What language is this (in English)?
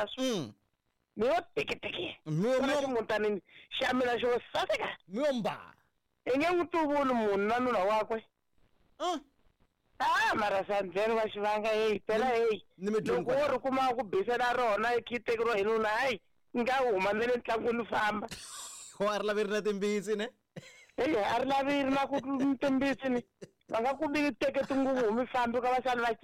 Tsonga